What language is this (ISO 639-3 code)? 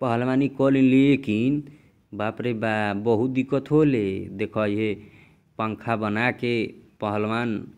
bho